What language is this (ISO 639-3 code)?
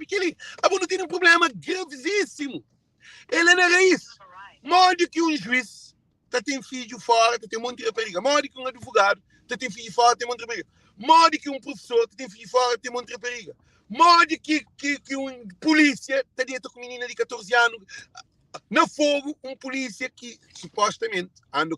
kea